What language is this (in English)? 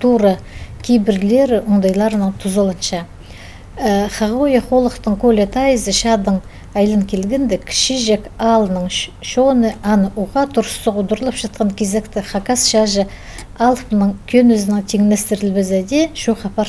Khakas